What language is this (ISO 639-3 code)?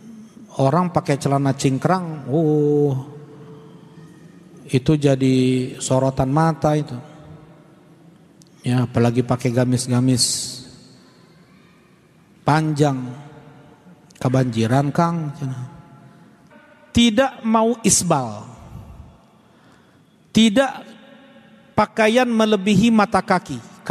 ind